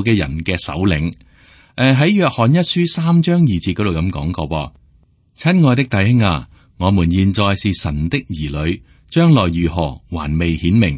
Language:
Cantonese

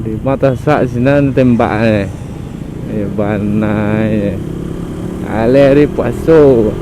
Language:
Minangkabau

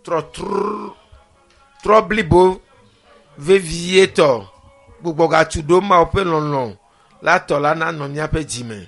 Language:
Ewe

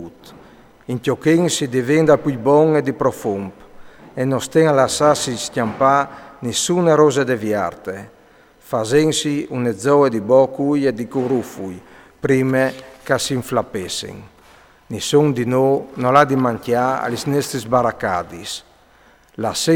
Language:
Friulian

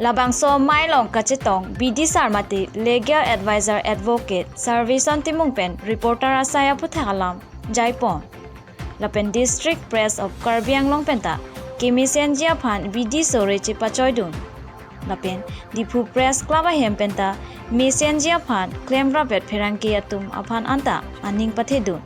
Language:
Karbi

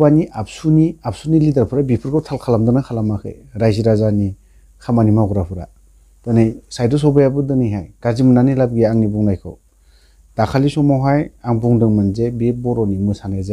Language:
Bodo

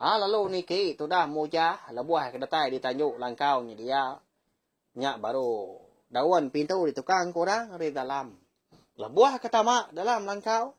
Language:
Iban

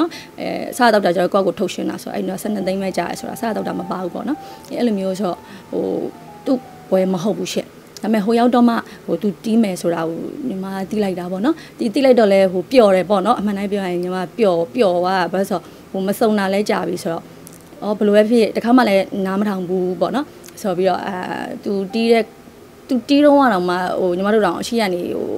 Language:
Burmese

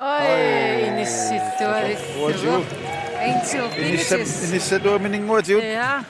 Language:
Kalaallisut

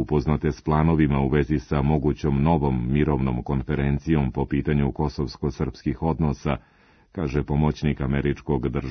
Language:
Serbian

